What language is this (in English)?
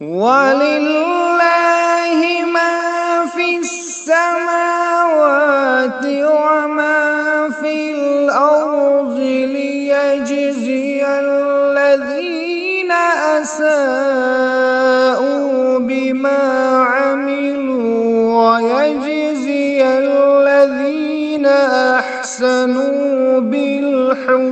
Kashmiri